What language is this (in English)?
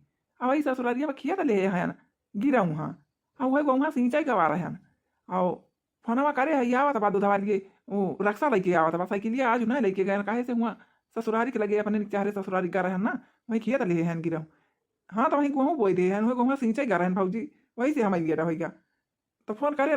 Awadhi